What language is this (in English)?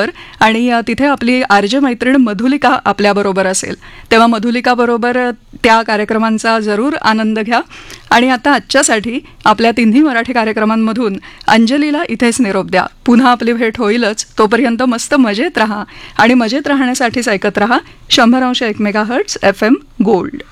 Marathi